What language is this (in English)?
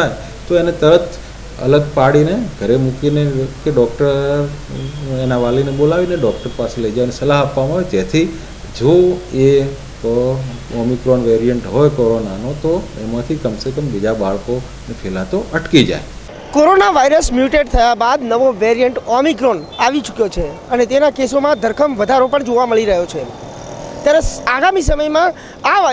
Gujarati